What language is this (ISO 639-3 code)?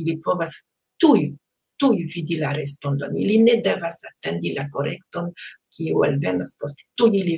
epo